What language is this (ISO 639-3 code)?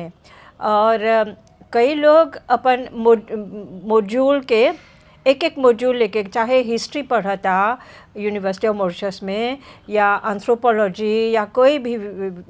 bho